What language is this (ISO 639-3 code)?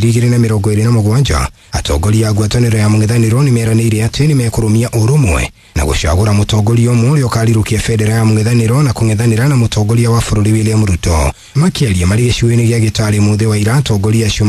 kik